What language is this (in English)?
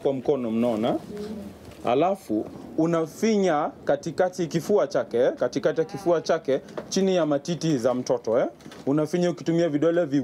Swahili